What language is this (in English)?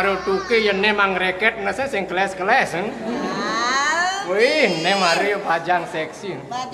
Balinese